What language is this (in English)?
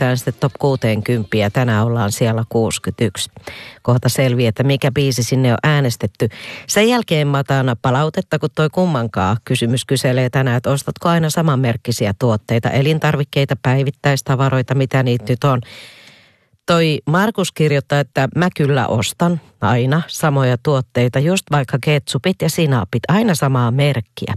Finnish